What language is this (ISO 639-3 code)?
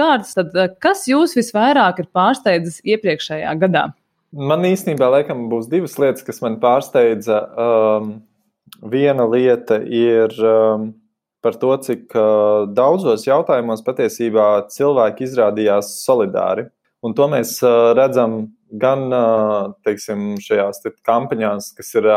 lav